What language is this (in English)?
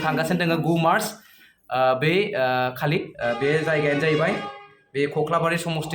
Bodo